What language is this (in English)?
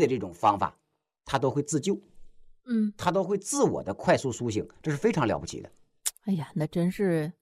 Chinese